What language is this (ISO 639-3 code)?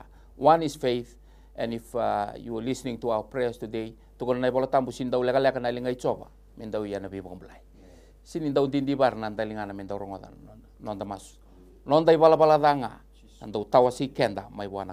fij